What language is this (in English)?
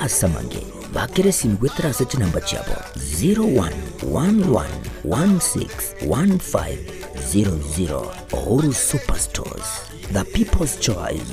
Gusii